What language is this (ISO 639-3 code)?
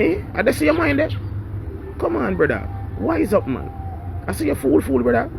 jam